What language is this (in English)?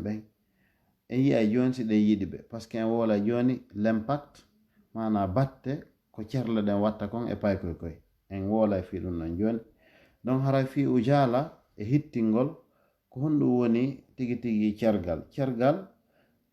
Fula